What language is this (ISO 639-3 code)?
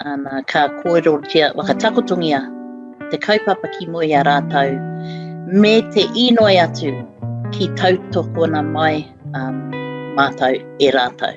mri